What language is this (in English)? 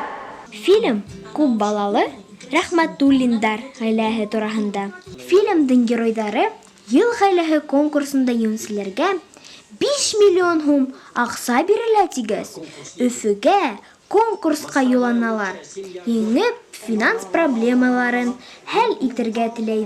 Bashkir